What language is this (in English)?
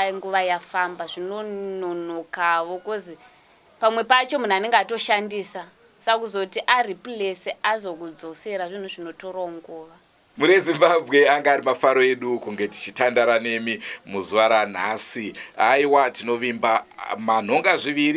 Shona